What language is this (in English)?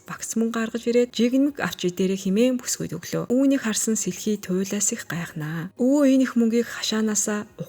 Mongolian